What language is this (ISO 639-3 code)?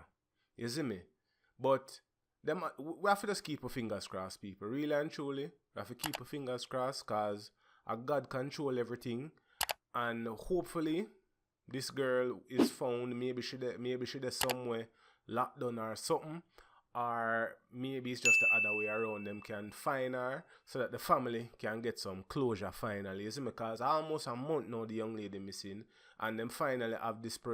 jam